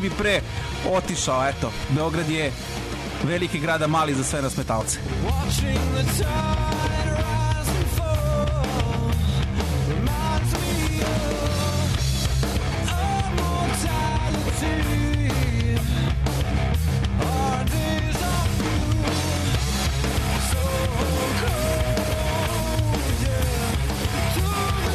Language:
Serbian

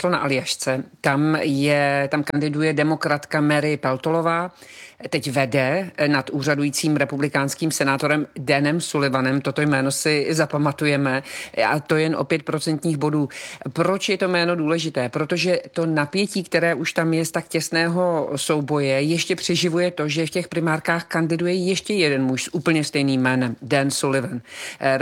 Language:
Czech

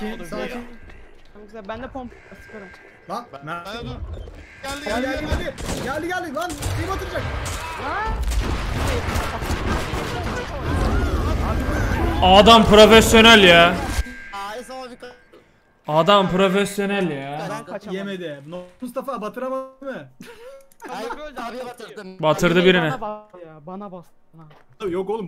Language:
Turkish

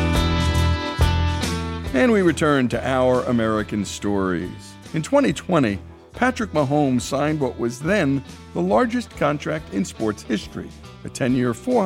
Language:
English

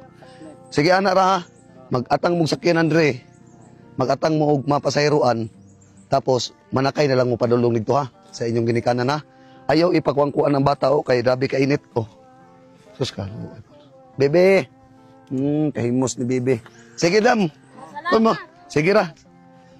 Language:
Cebuano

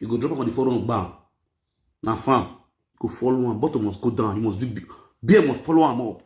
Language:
Nigerian Pidgin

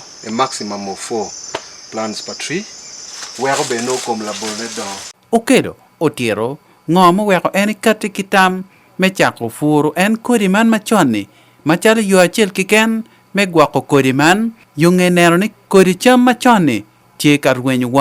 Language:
Acoli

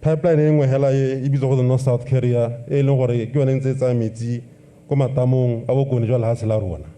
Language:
Tswana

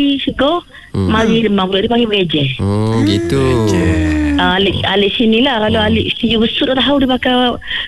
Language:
Malay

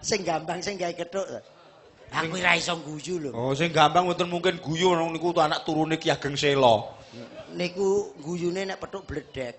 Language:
Javanese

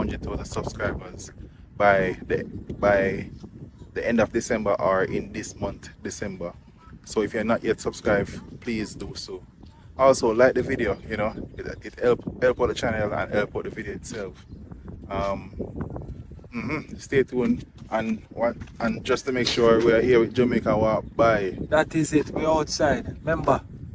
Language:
Jamaican Creole English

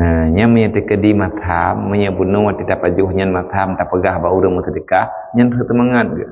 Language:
Achinese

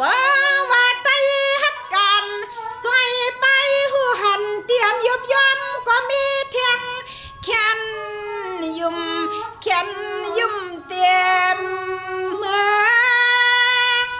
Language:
Shan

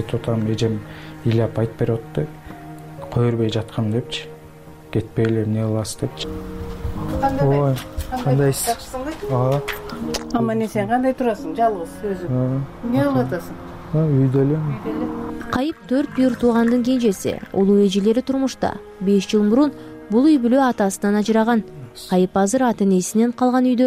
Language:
Kyrgyz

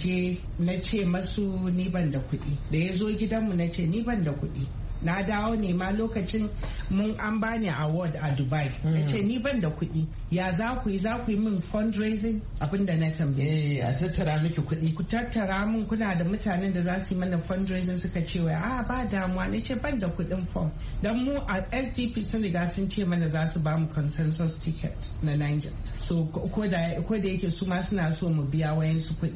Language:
Hausa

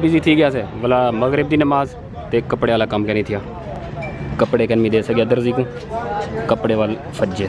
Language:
Saraiki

